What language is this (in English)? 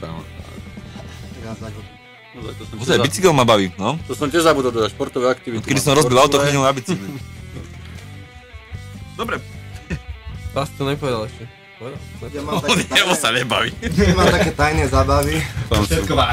Slovak